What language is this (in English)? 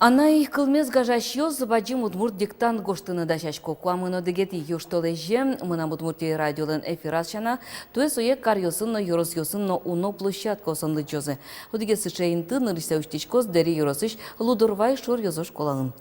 Udmurt